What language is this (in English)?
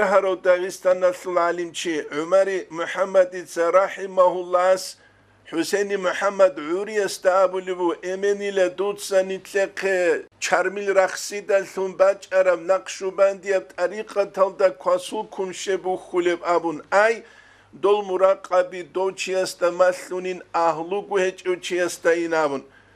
Avaric